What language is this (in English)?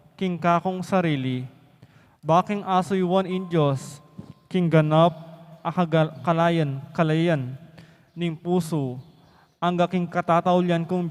Pampanga